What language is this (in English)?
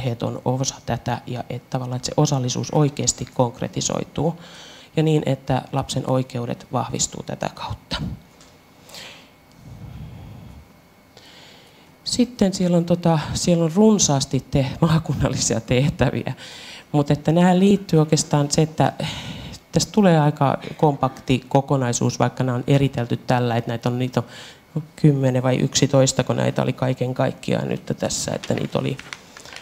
Finnish